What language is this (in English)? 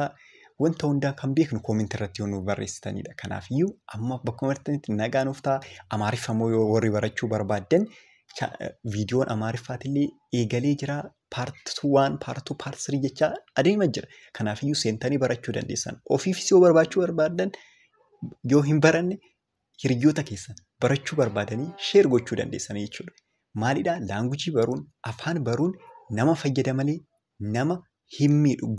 Oromo